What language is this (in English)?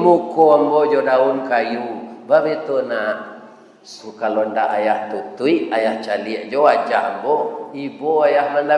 Minangkabau